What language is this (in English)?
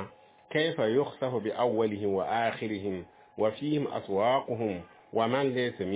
Mossi